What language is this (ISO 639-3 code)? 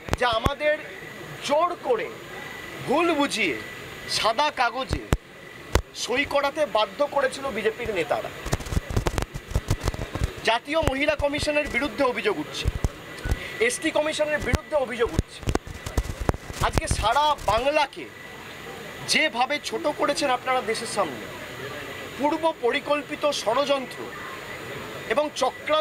ben